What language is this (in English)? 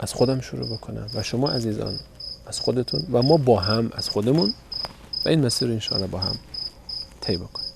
Persian